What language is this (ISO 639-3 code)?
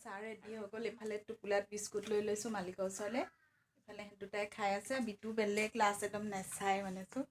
asm